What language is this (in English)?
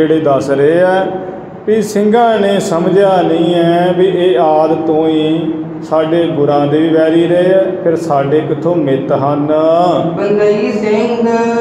Punjabi